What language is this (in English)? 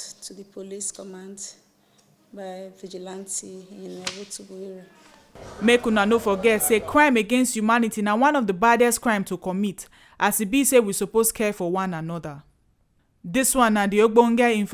Nigerian Pidgin